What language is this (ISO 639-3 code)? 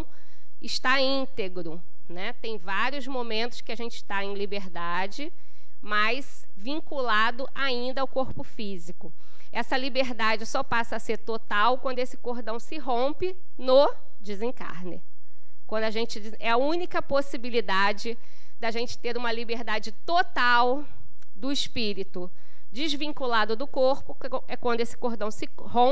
por